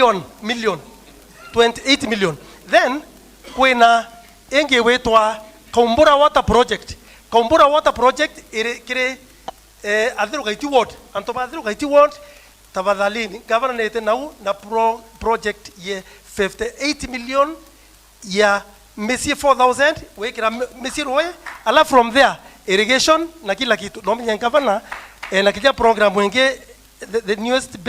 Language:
Meru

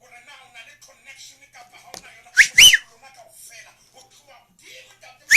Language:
Southern Sotho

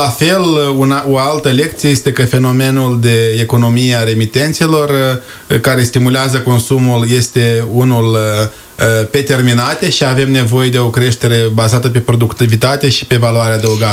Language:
Romanian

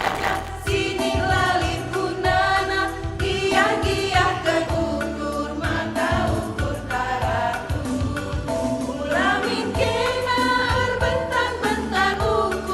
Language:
Batak Karo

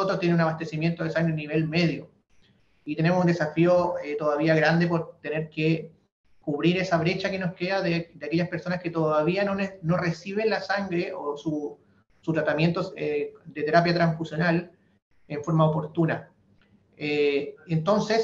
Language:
Spanish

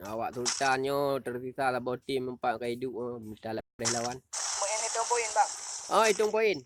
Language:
Achinese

